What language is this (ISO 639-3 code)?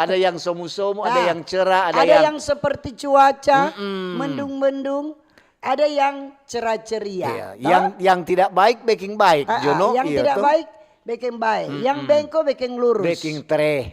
xmm